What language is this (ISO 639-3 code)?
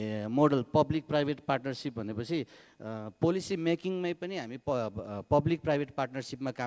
nep